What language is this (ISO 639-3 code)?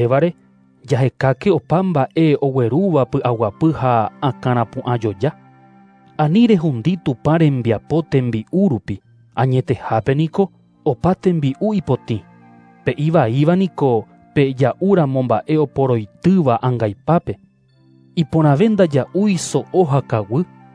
grn